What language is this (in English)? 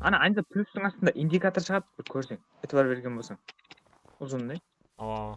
Kara-Kalpak